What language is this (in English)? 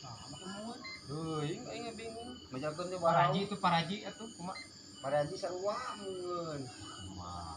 Sundanese